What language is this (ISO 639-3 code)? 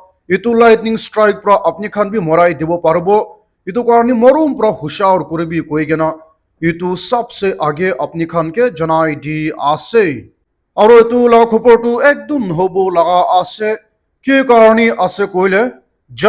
nag